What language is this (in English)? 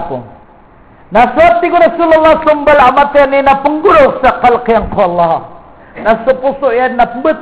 Maranao